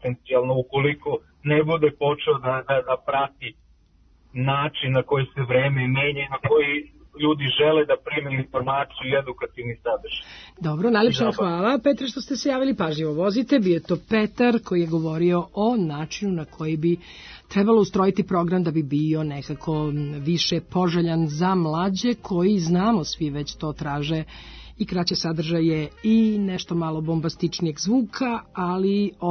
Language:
Serbian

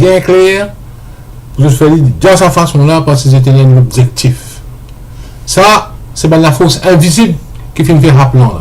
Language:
Morisyen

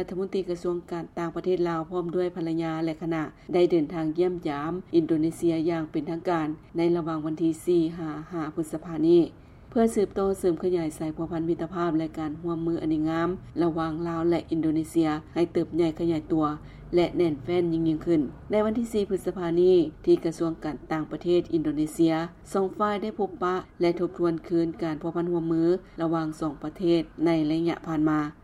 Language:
Lao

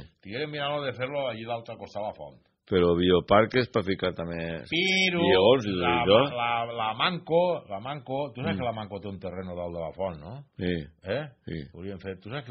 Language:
Catalan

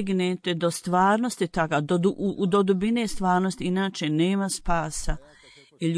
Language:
Bosnian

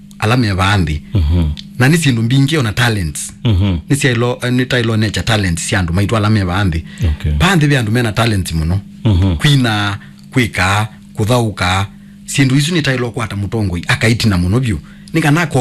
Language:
Kamba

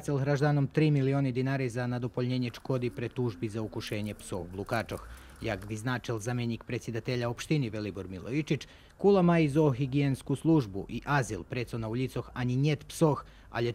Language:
Rusyn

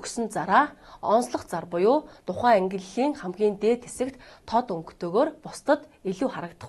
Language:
Mongolian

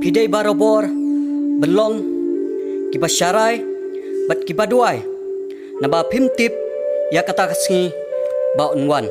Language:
Khasi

